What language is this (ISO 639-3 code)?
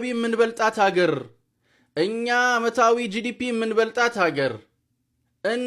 amh